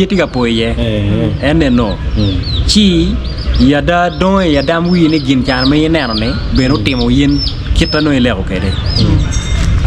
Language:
Acoli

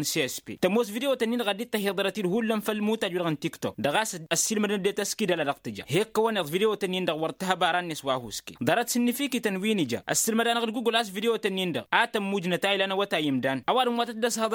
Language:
Tamasheq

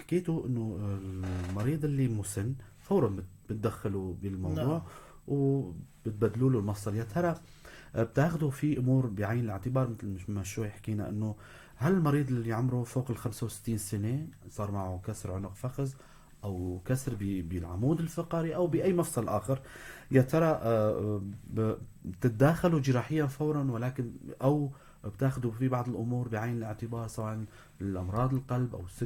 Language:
North Levantine Arabic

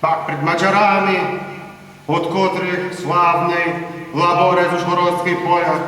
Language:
Rusyn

